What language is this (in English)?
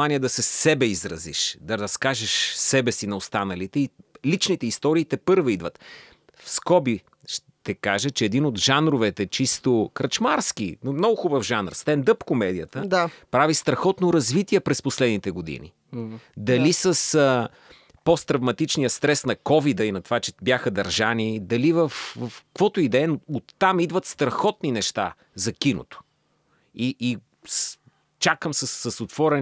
Bulgarian